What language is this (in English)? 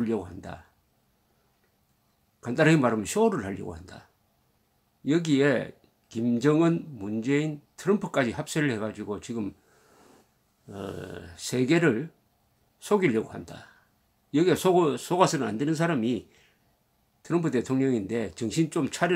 Korean